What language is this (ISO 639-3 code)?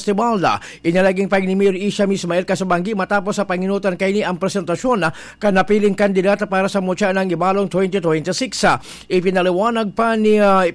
bik